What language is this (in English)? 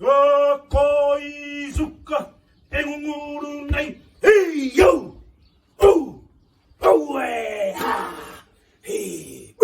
Māori